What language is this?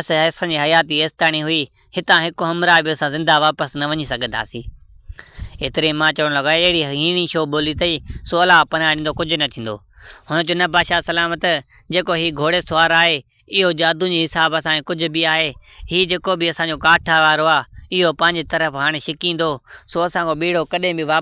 Sindhi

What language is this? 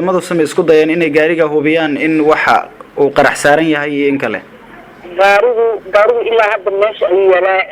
Somali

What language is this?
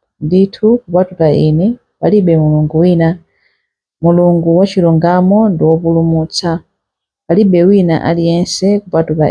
Nyanja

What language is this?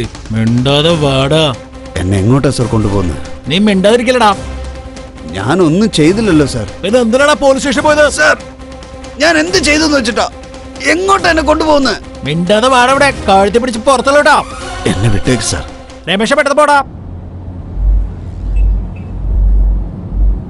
Malayalam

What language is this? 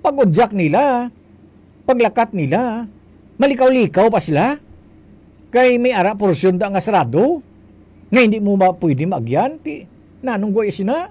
Hiligaynon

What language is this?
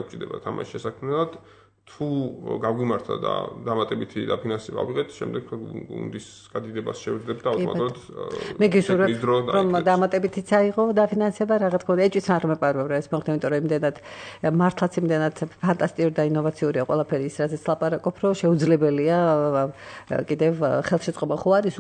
Georgian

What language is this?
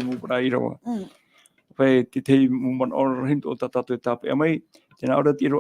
Tahitian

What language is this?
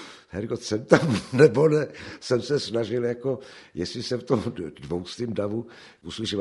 Czech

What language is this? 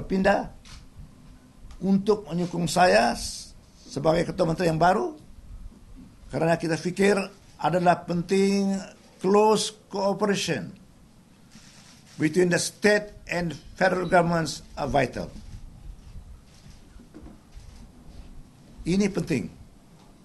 Malay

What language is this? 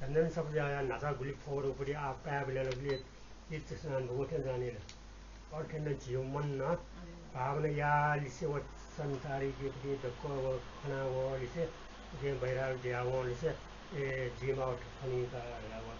Newari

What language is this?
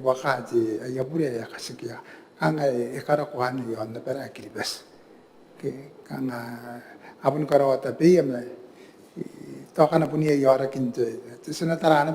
Gilbertese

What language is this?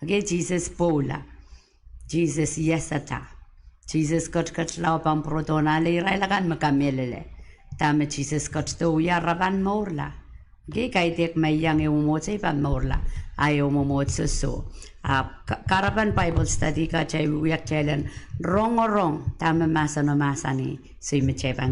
Pohnpeian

